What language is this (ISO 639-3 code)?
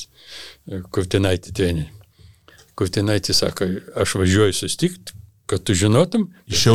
lit